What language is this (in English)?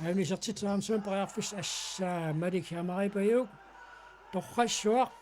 Kalaallisut